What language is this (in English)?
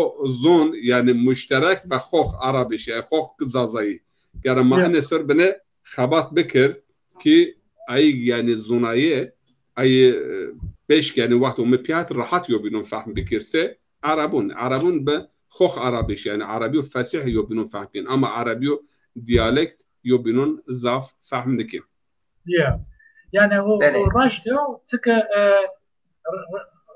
Zaza